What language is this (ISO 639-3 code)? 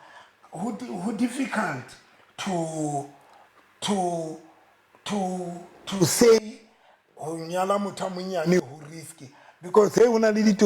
sot